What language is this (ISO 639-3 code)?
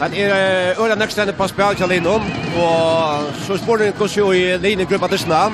fao